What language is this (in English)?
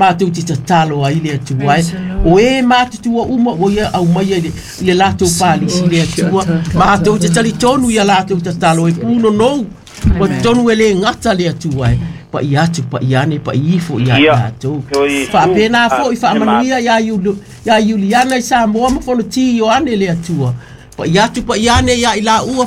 Samoan